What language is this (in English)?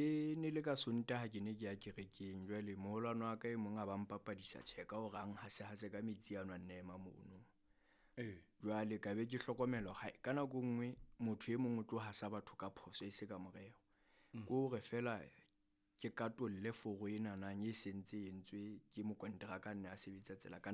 Southern Sotho